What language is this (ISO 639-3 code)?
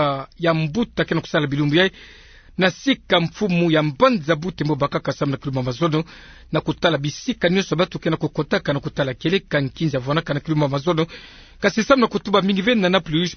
ktu